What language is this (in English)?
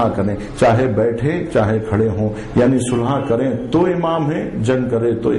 Urdu